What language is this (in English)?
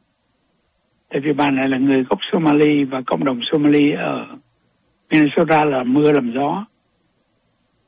Vietnamese